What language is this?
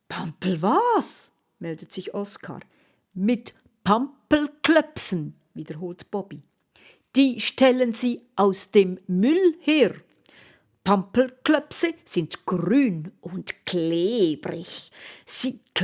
Swiss German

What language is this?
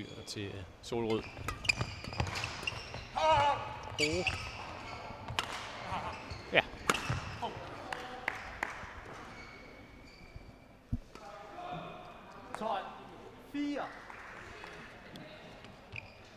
Danish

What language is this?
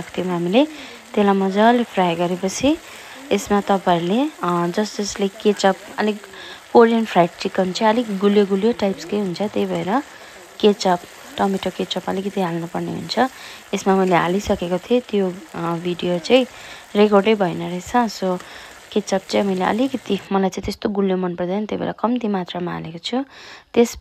Nepali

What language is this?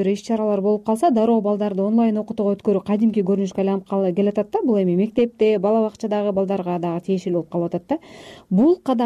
Kyrgyz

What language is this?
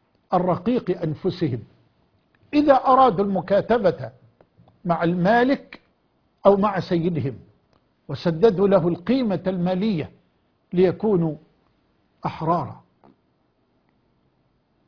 Arabic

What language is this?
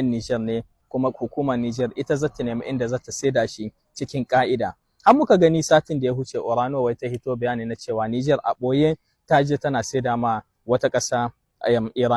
Hausa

